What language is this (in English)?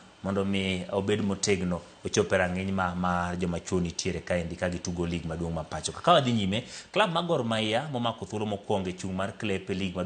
Luo (Kenya and Tanzania)